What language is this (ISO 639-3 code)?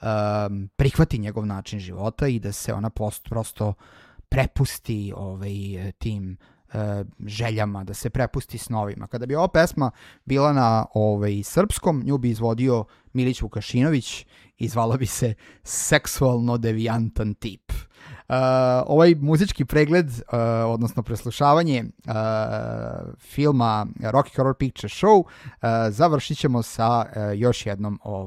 srp